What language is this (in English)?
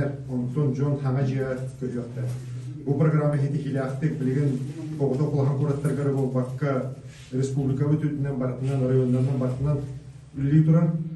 Yakut